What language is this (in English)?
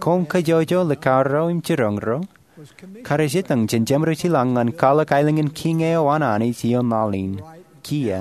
Marshallese